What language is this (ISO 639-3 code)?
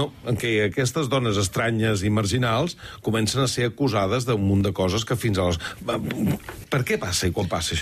cat